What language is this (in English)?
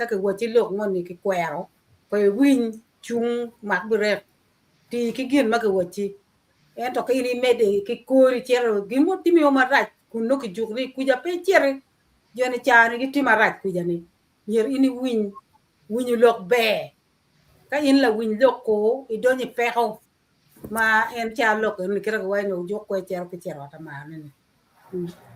Acoli